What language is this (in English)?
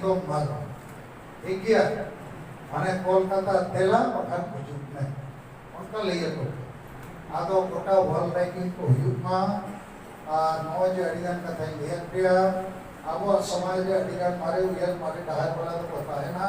Santali